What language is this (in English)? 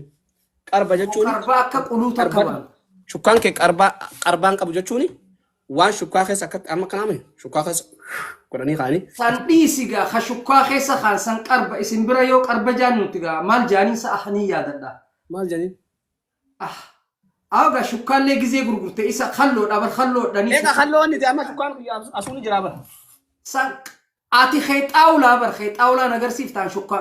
Oromo